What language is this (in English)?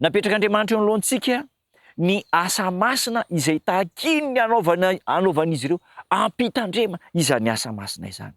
Malagasy